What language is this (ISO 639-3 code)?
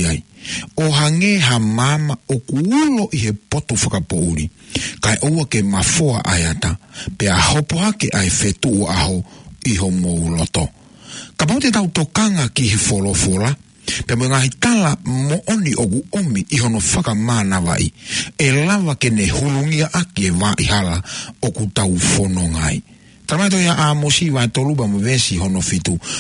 ton